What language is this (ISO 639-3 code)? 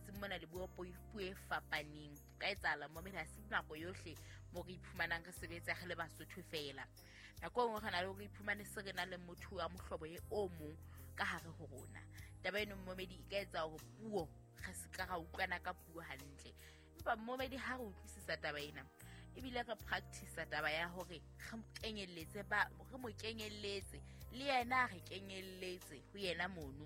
sot